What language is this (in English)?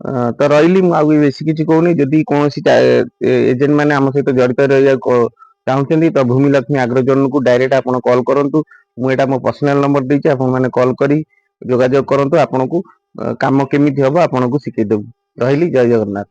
Odia